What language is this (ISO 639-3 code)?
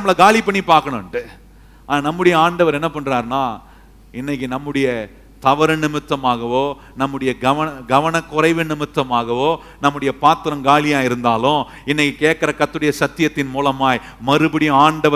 tam